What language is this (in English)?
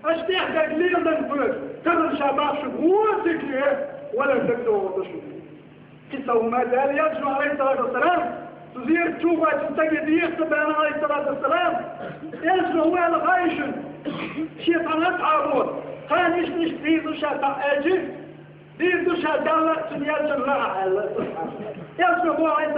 Chechen